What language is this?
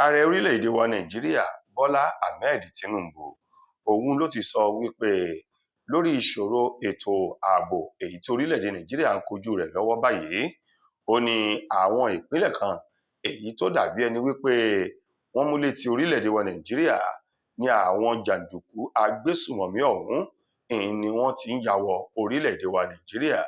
Yoruba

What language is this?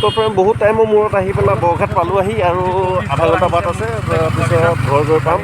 Assamese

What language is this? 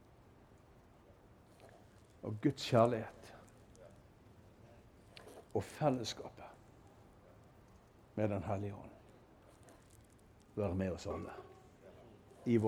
Norwegian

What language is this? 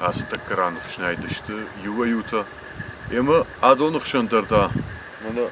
Ossetic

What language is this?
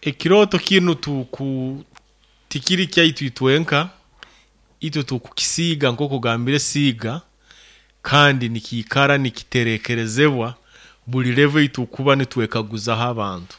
Nyoro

